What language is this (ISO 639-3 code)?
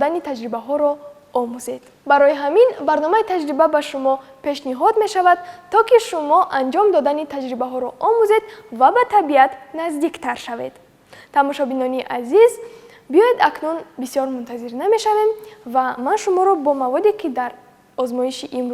tgk